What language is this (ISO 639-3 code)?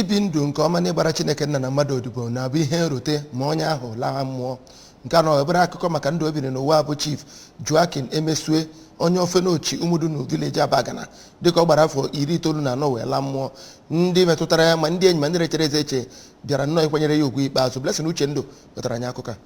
ibo